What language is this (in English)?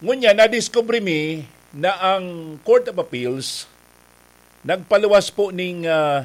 Bikol